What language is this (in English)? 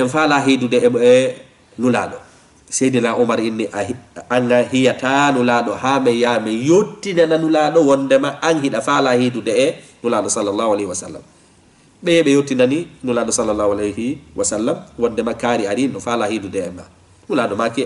Fula